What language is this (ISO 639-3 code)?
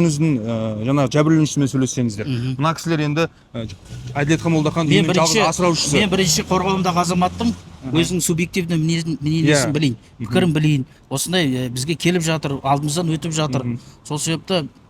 kaz